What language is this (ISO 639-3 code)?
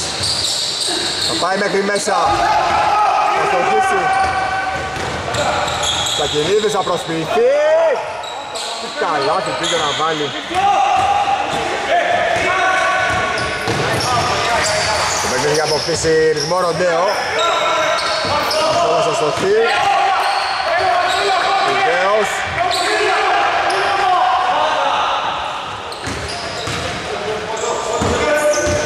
ell